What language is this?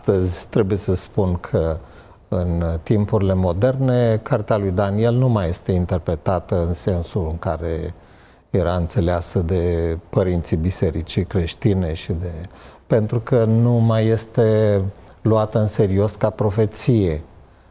Romanian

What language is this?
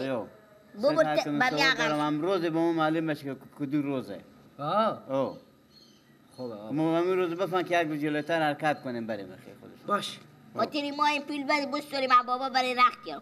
Persian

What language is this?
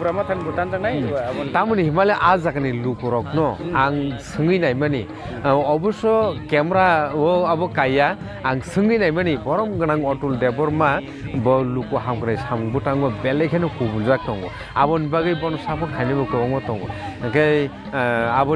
Kok Borok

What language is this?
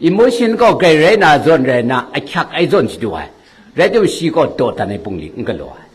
Kachin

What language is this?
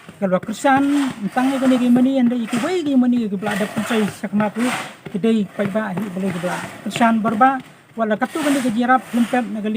Khasi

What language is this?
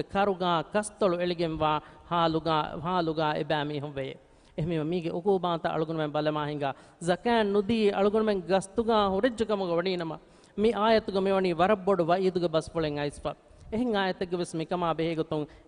Divehi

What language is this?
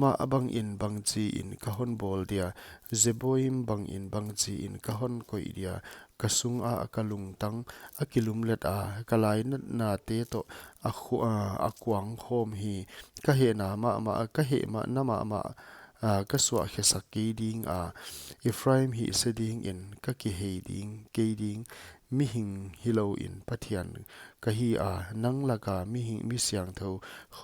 Paite Chin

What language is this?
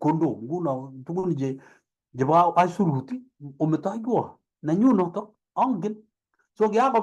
Kalenjin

